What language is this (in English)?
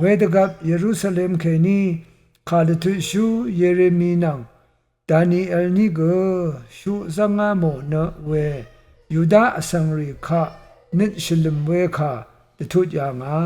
Rawang